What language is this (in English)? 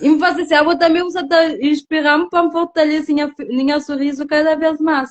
Kabuverdianu